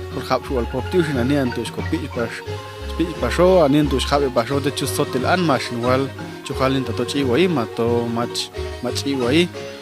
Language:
Popti'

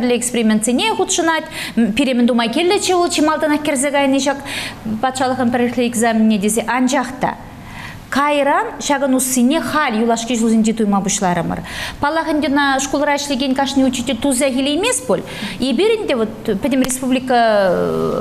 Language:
Chuvash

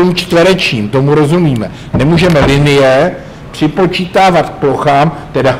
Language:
Czech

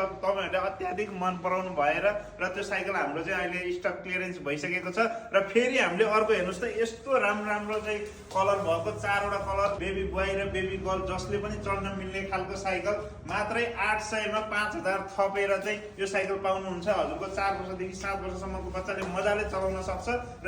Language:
Nepali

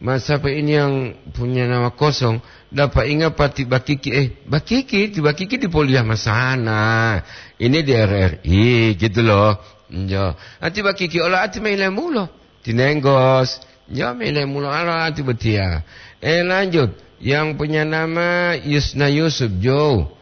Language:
Gorontalo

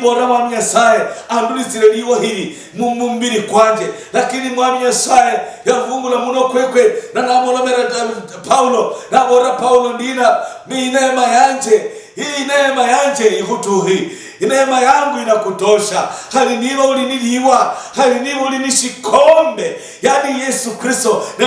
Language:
Luyia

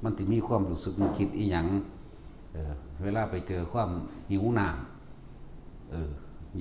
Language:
Northeastern Thai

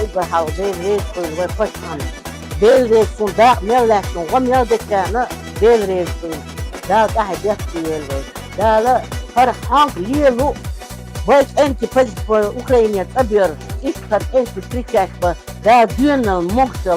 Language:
Chechen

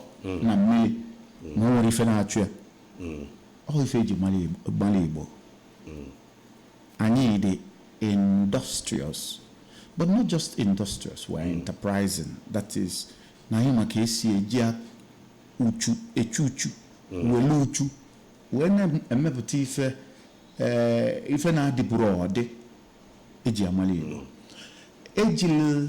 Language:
Igbo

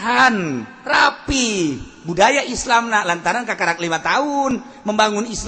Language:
Sundanese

